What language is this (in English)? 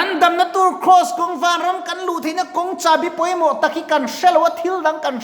Mizo